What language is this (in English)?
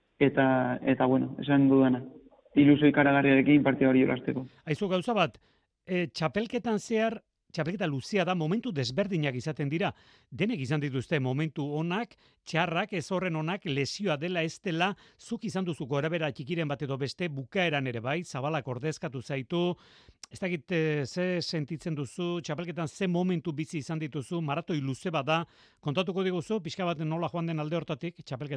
Basque